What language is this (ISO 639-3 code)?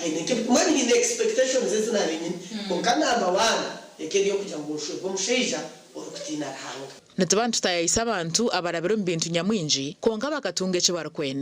nyn